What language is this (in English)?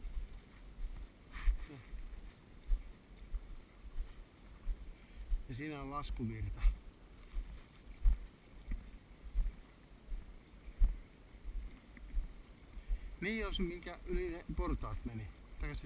Finnish